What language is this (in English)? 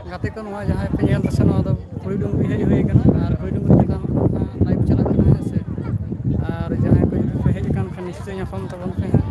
Santali